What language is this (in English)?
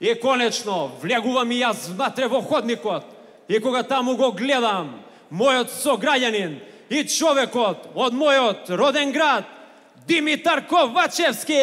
Macedonian